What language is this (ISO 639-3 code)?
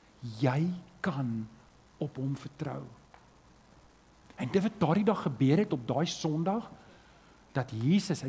afr